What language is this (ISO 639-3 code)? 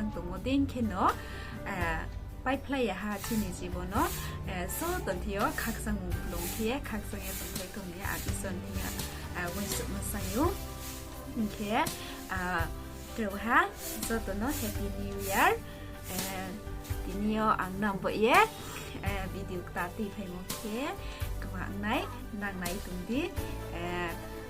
ria